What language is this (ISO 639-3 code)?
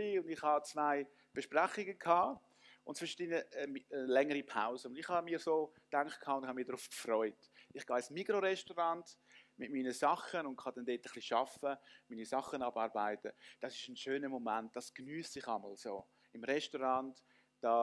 gsw